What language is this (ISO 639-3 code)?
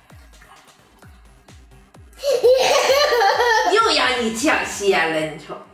zho